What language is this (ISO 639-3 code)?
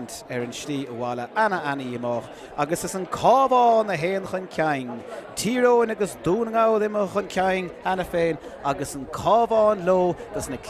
gle